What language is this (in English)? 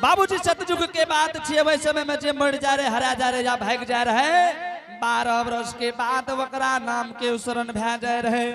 Angika